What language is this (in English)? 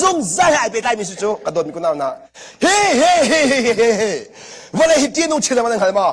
Hakha Chin